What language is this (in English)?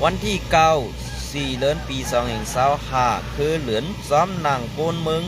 Shan